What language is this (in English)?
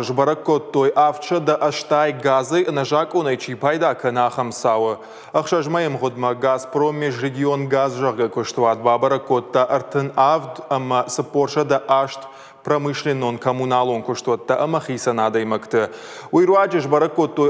Ossetic